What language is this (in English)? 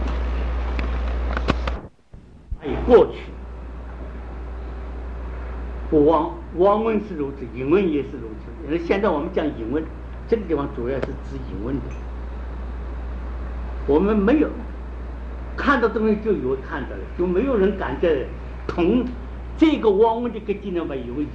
Chinese